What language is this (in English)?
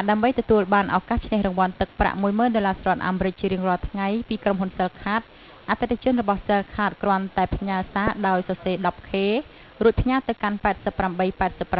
Khmer